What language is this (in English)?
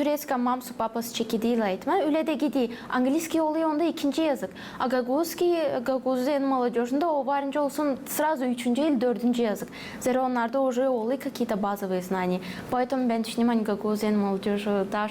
Gagauz